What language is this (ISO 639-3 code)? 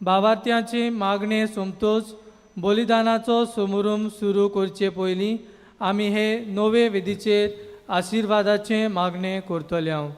kok